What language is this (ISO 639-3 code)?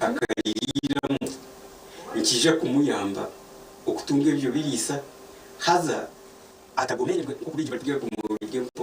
nyn